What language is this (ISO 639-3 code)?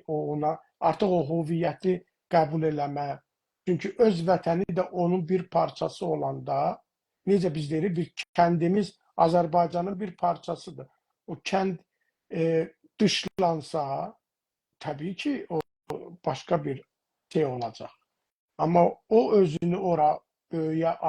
azb